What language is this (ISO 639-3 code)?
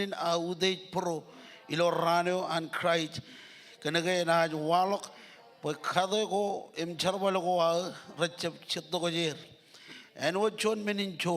mah